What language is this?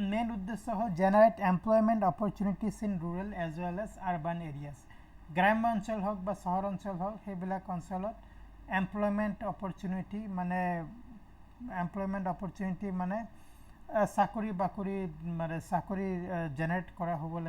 Assamese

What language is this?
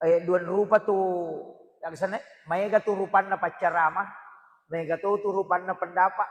Buginese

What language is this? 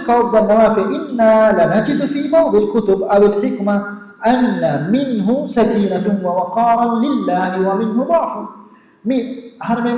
Divehi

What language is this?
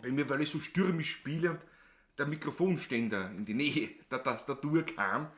Bavarian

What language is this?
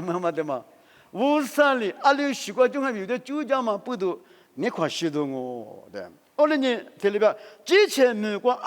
Lisu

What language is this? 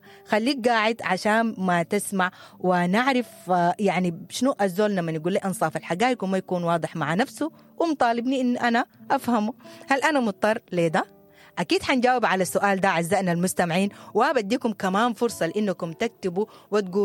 Sudanese Arabic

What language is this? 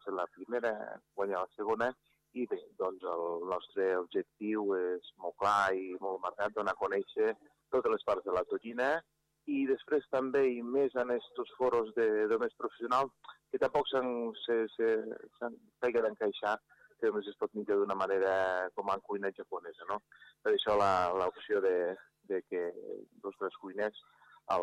Catalan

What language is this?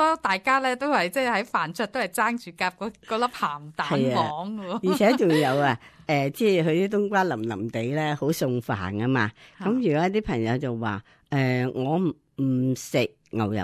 Cantonese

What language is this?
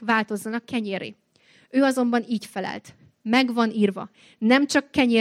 Hungarian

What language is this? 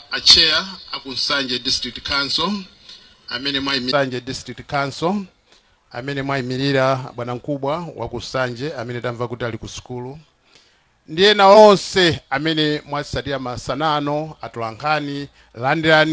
Nyanja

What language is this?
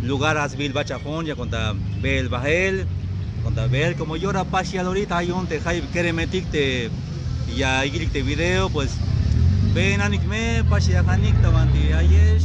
Tzeltal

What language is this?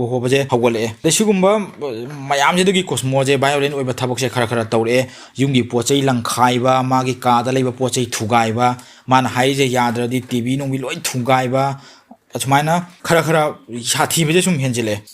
Manipuri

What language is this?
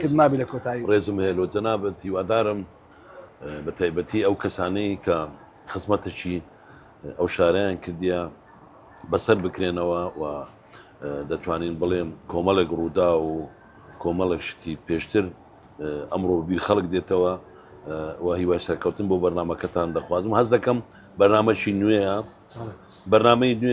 Central Kurdish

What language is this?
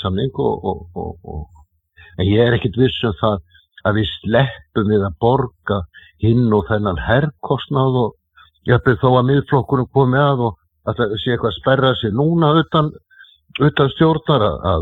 Icelandic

